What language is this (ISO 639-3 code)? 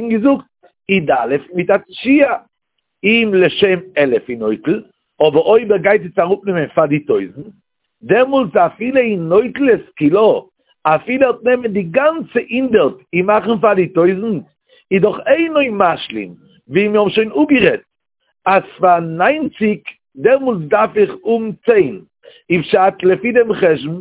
yid